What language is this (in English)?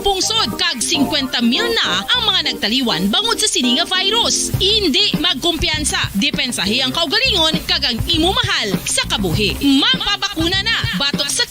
Hiligaynon